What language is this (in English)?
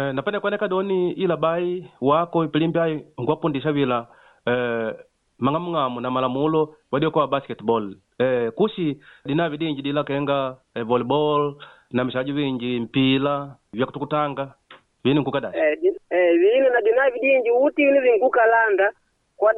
Makonde